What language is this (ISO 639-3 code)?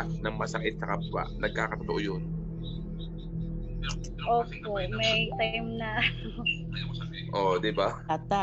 fil